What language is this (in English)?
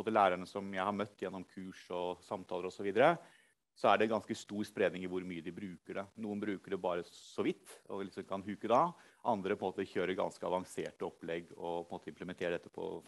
Norwegian